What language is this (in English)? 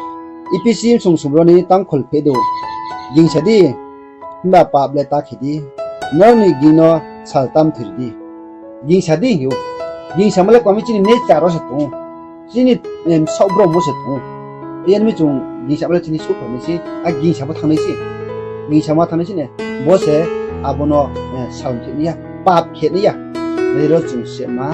Riang (India)